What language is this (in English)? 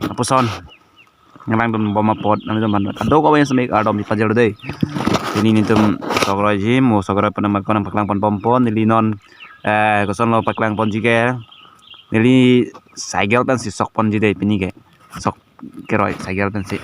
Karbi